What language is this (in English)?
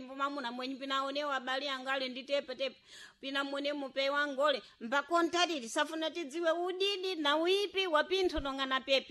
Sena